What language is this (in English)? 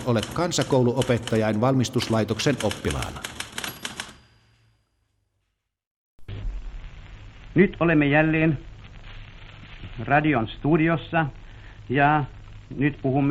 Finnish